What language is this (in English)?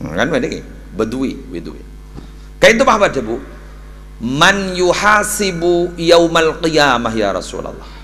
Madurese